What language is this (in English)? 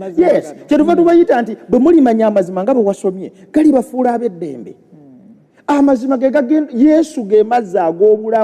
Ganda